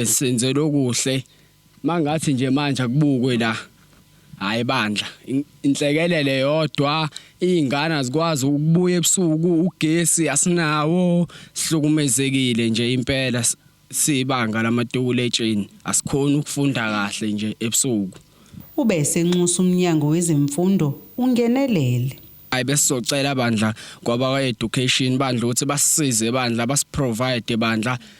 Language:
Zulu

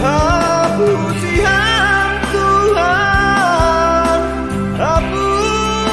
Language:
Batak Simalungun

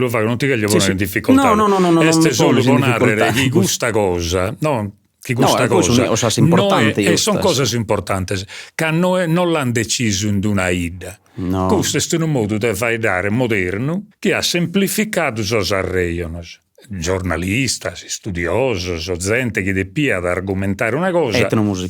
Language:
Sardinian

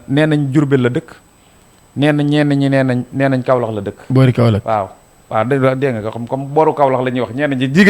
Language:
Wolof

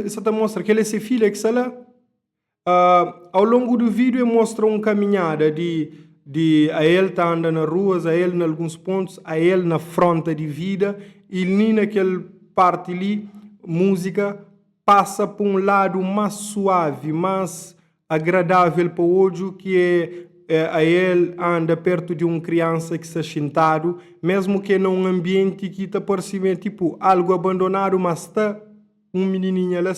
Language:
Kabuverdianu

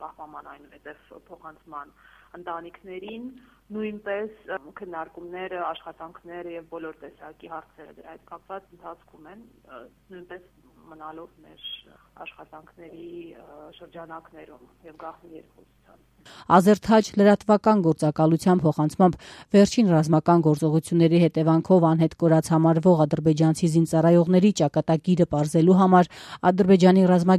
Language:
Armenian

